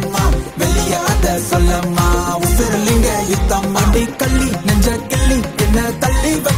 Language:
Tamil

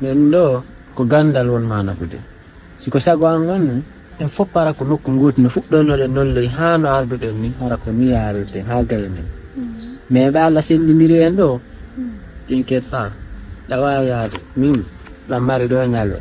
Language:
Fula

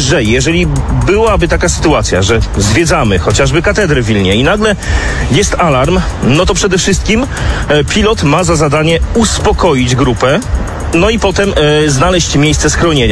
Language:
Polish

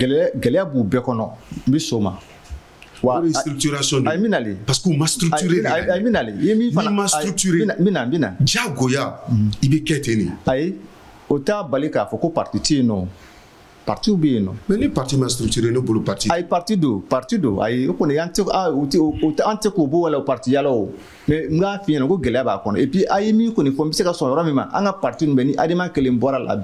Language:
Bambara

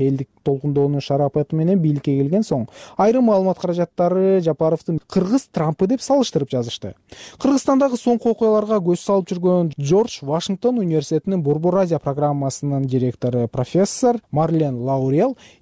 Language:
Kyrgyz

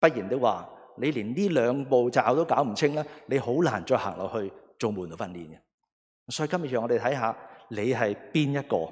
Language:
Cantonese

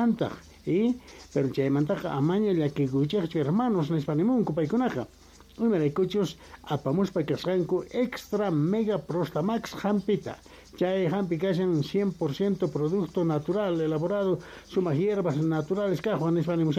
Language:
South Bolivian Quechua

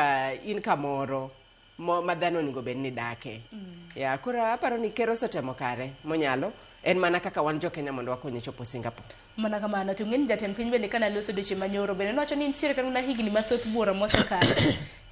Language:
Luo (Kenya and Tanzania)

